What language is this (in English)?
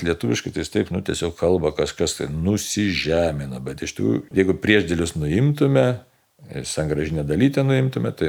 Lithuanian